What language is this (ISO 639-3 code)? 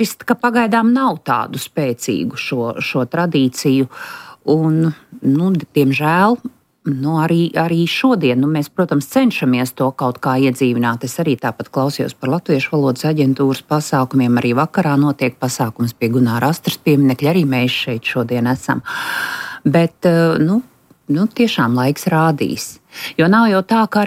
lav